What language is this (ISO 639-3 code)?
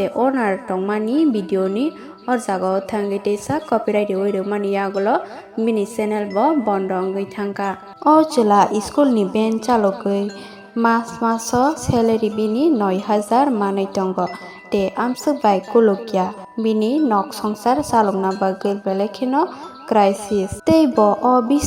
trp